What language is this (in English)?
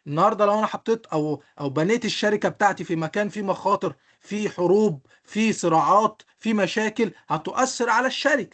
Egyptian Arabic